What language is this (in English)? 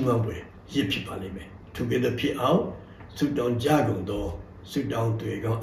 Burmese